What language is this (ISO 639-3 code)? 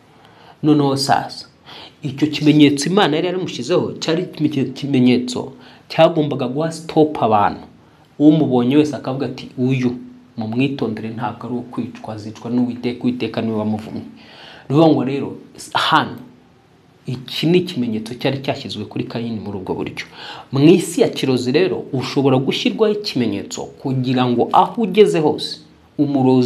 kin